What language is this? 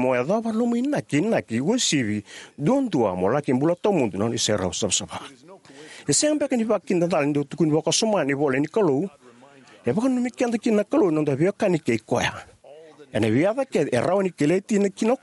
Fijian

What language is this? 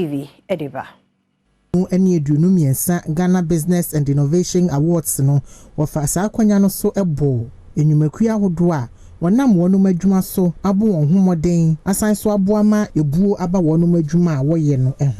Akan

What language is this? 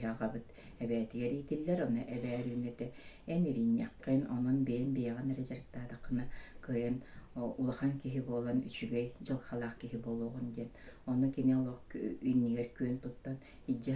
Yakut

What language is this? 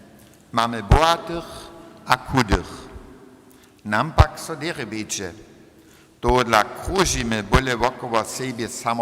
Upper Sorbian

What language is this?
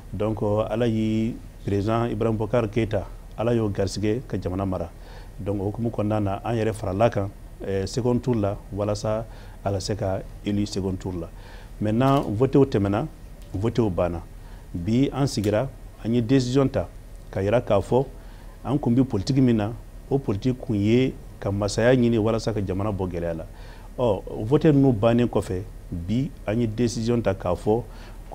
Bambara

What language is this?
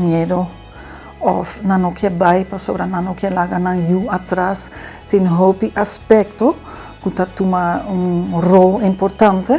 Papiamento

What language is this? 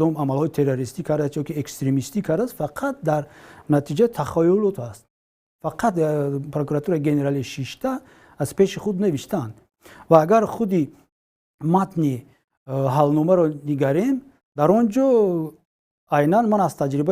Tajik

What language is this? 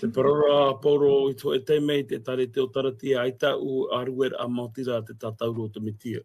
Tahitian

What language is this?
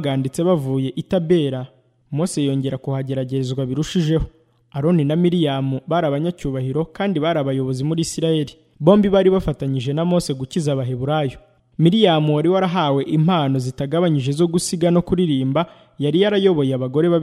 Kinyarwanda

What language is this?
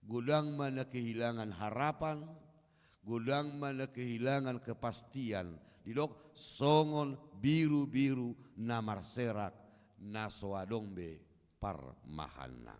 Batak Toba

